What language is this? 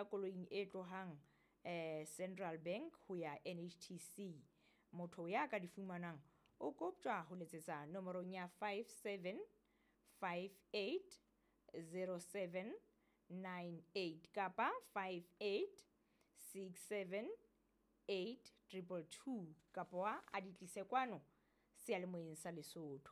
Southern Sotho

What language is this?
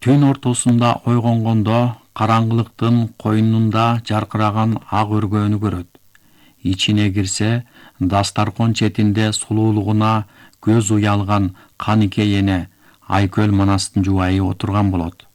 Kyrgyz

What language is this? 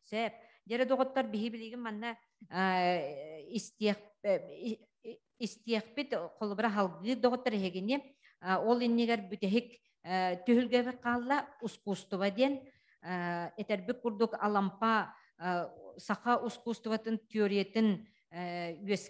Yakut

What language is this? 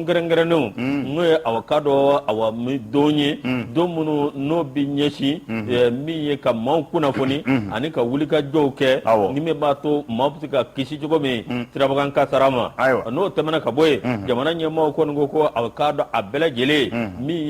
Bambara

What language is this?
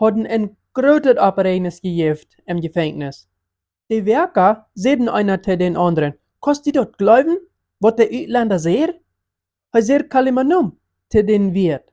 Plautdietsch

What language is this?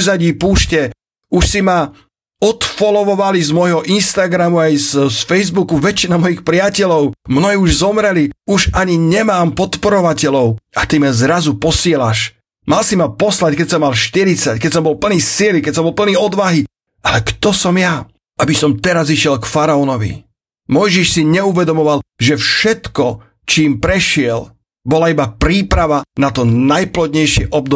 Slovak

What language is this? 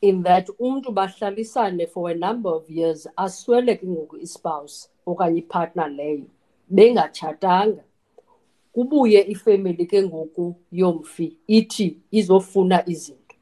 Xhosa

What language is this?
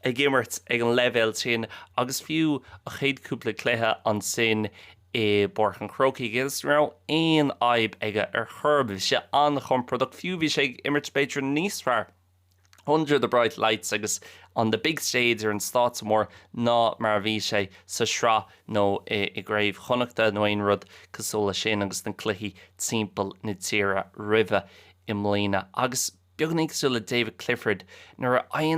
Irish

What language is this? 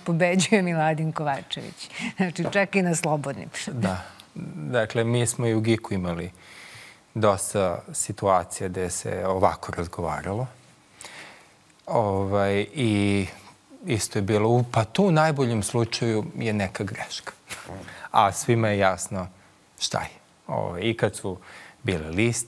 Serbian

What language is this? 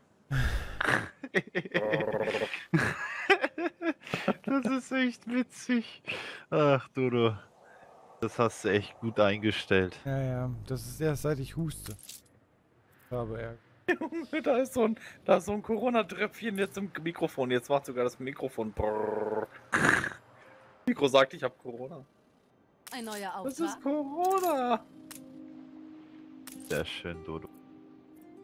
German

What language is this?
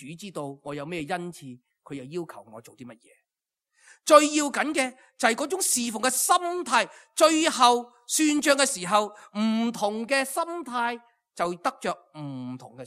Cantonese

